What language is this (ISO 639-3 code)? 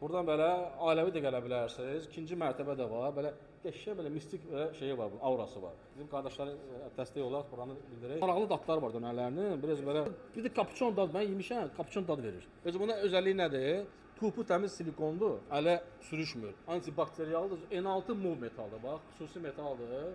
aze